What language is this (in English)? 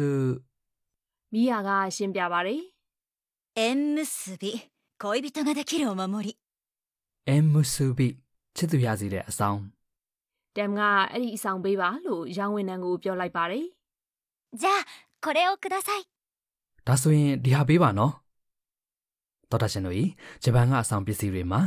Burmese